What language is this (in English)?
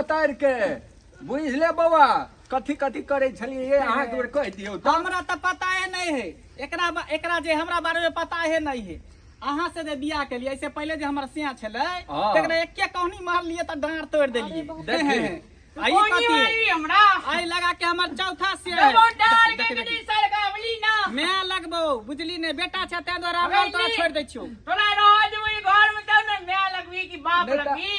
Maithili